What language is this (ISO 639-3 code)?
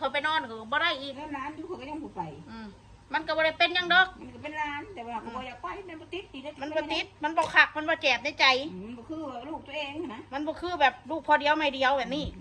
tts